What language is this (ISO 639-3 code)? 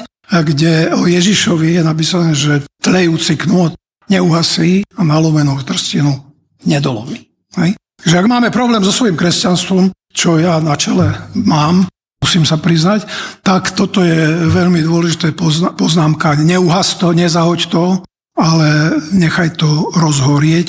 slk